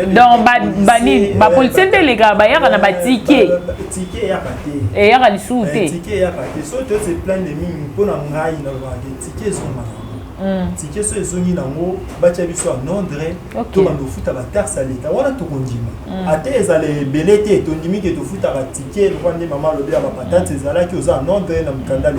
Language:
Lingala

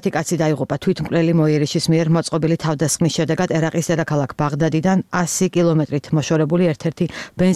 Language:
Georgian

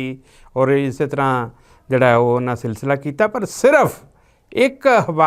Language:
Western Panjabi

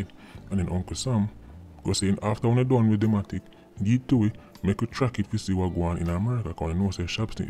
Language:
Jamaican Creole English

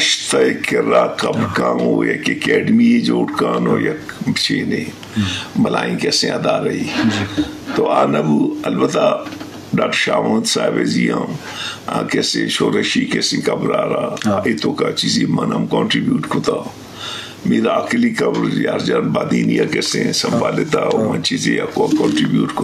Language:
Eastern Balochi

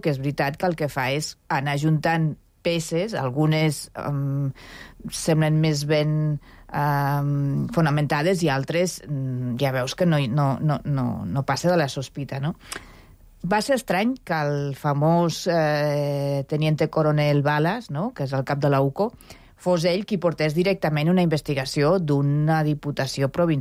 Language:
Catalan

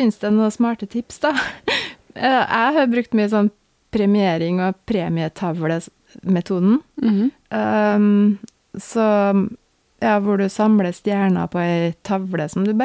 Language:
Norwegian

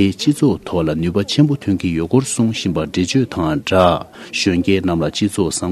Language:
Tibetan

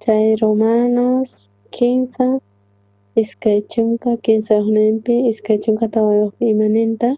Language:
South Bolivian Quechua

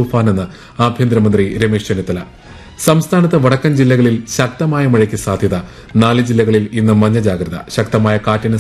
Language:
Malayalam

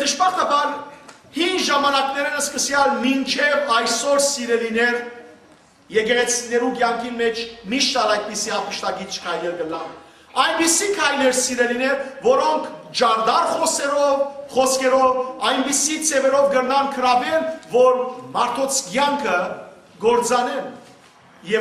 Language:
Western Armenian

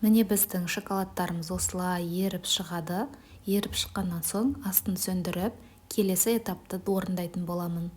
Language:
Kazakh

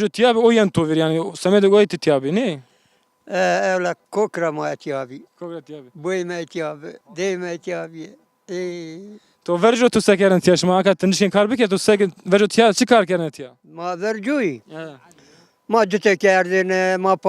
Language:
Zaza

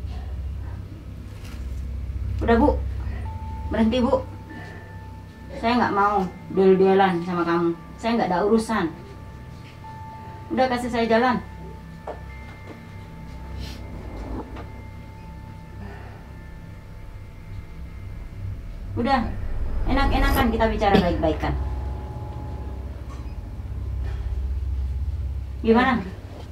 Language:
Indonesian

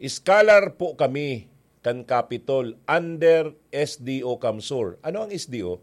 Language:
Bikol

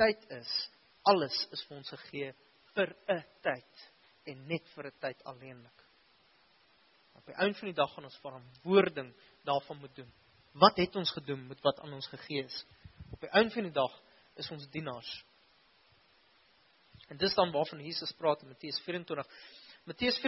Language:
Afrikaans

